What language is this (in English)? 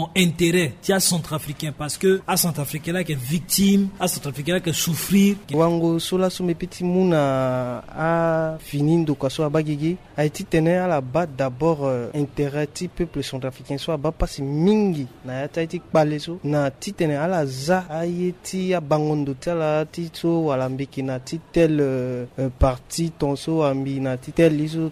Sango